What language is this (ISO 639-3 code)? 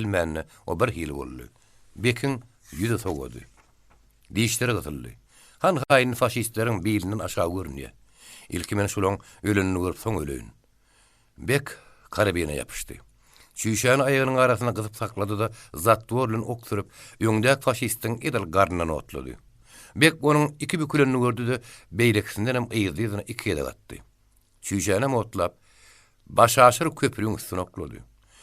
tuk